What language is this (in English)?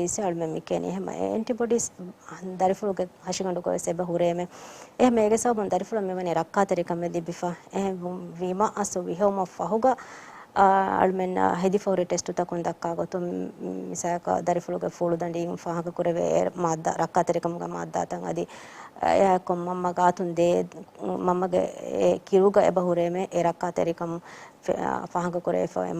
Divehi